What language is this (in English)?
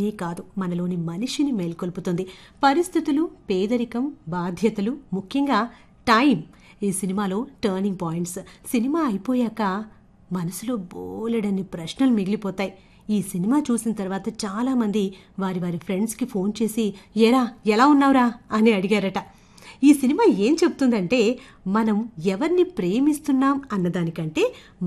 Telugu